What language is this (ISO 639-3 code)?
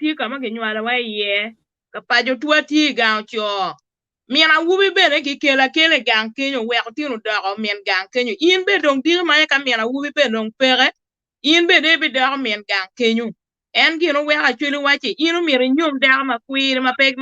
ach